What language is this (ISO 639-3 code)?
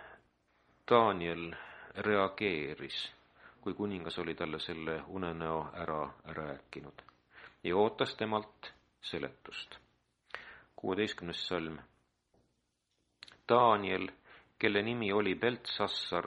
est